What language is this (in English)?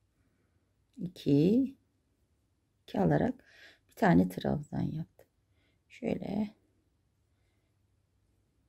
Turkish